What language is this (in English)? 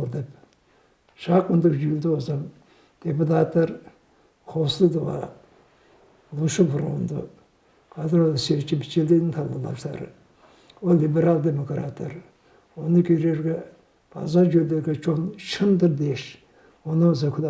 Tuvinian